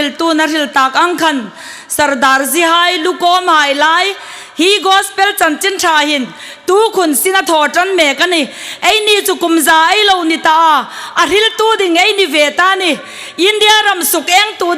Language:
Hmar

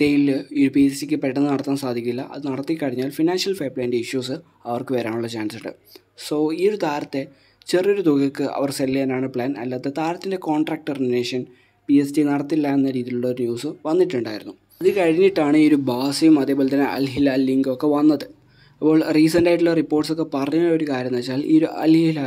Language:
Malayalam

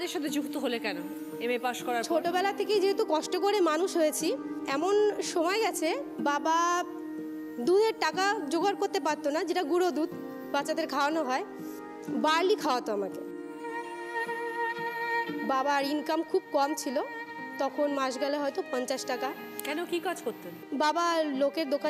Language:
Bangla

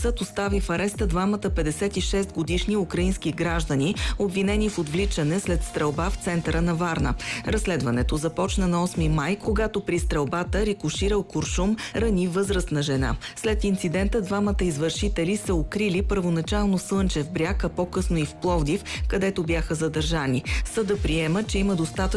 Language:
Bulgarian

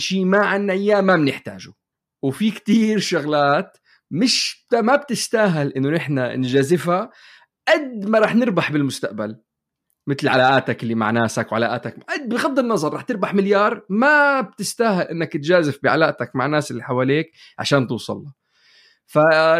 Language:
North Levantine Arabic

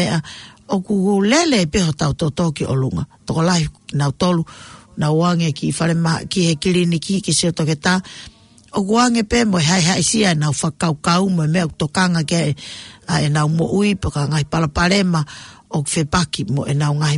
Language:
Tongan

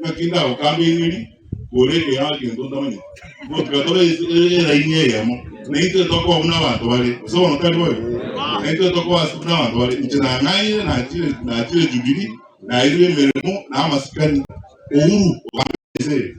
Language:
Gusii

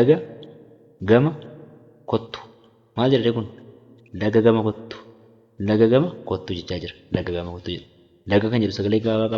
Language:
Oromo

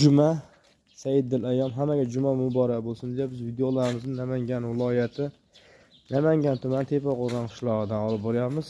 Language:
Uzbek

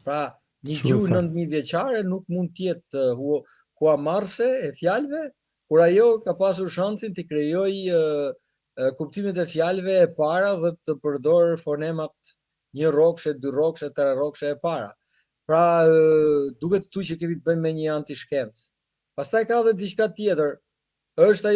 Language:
Albanian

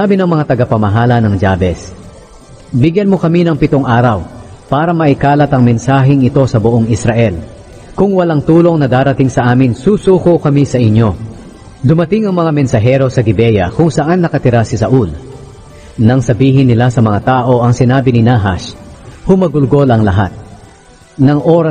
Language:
Filipino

